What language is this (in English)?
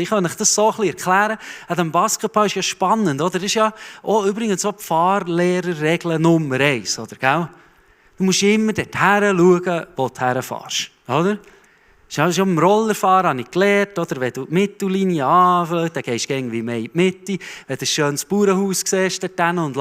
Swiss German